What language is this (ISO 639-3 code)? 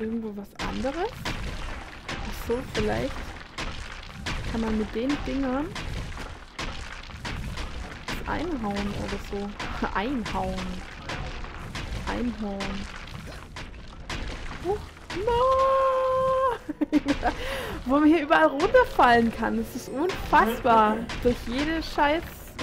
deu